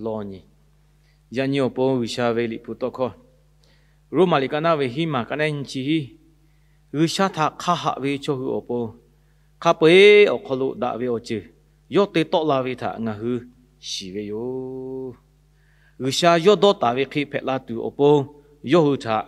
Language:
Lahu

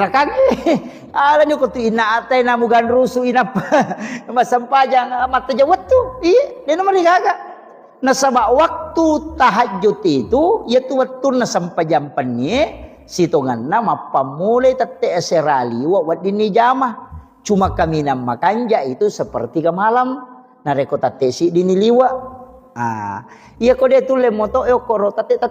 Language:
Buginese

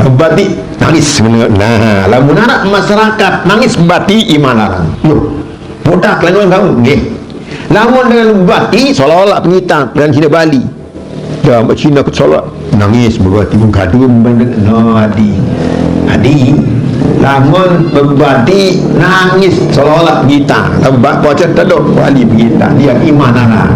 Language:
Sasak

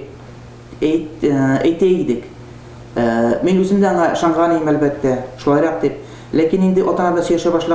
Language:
Tatar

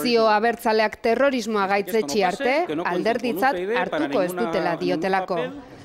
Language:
Basque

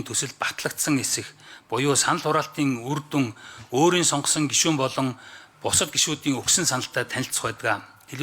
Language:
Mongolian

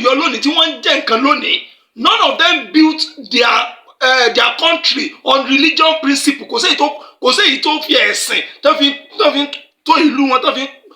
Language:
Yoruba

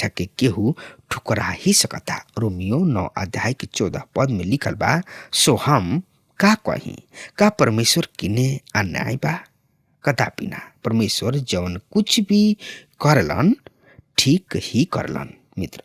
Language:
Bhojpuri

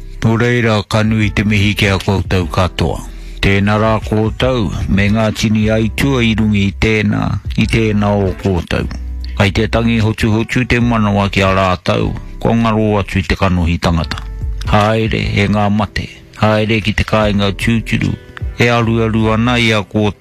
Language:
Māori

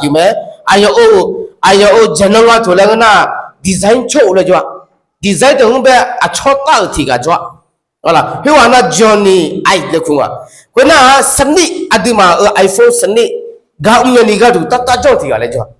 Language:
Akha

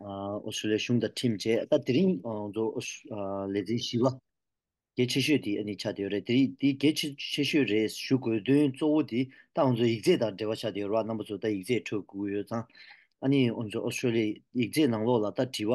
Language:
Tibetan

